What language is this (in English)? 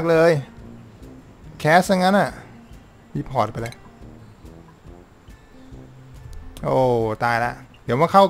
Thai